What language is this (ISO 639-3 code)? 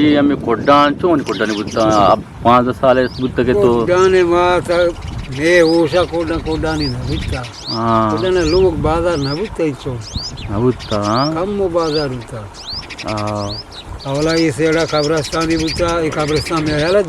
bgp